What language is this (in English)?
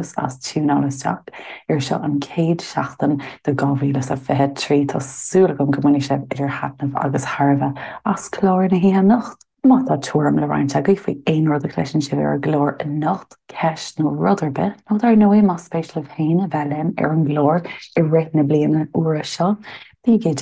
Irish